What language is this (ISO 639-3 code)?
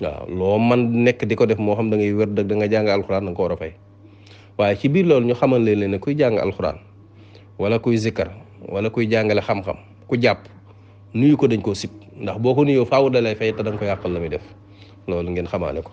wol